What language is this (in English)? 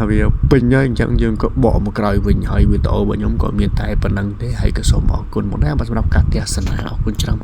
Khmer